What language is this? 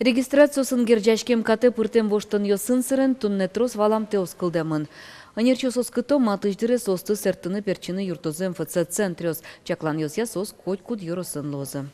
Udmurt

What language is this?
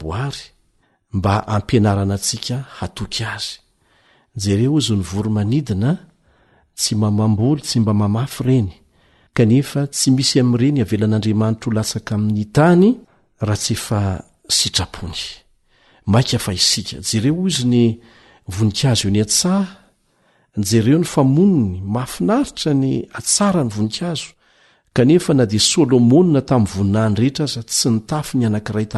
Malagasy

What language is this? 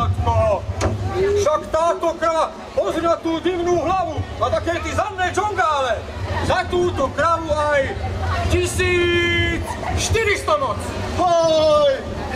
Slovak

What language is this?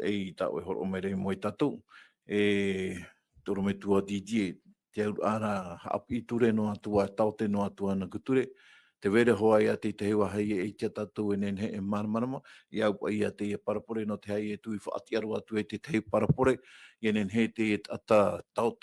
Tahitian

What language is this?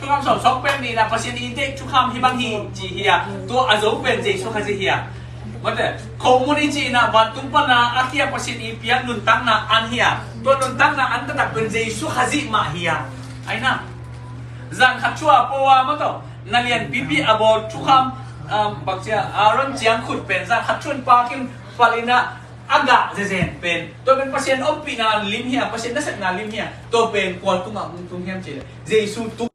Tedim Chin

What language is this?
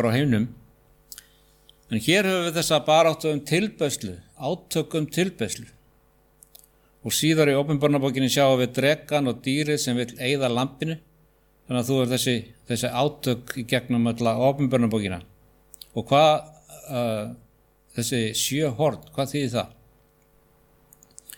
Icelandic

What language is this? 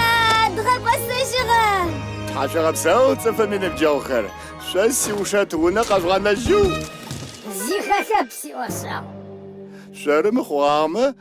Adyghe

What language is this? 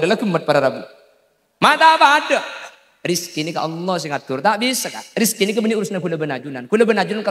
Madurese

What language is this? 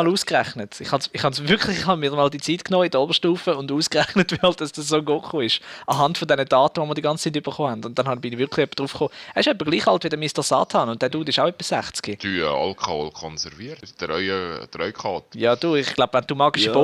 Swiss German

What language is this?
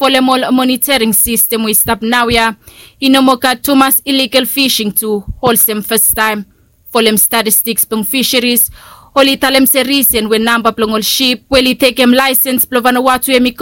Bislama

